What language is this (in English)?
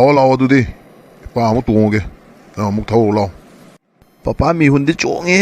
Manipuri